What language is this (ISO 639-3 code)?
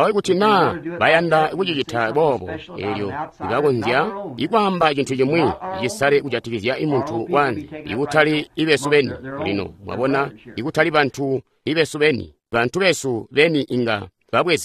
toi